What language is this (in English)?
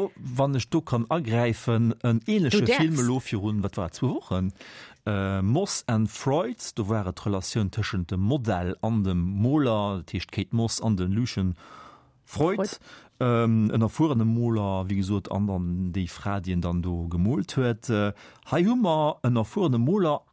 Luxembourgish